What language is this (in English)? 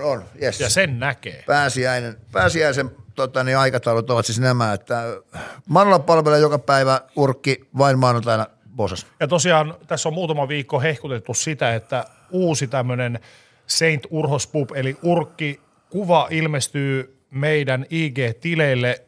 Finnish